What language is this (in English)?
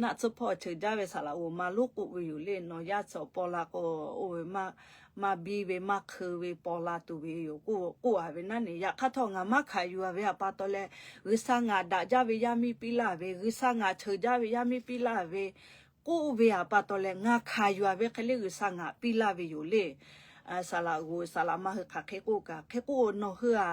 Lahu